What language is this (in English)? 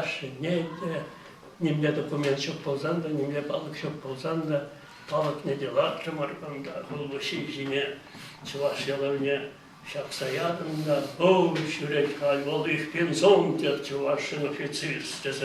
Chuvash